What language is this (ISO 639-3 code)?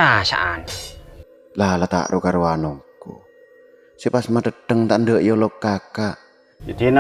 mad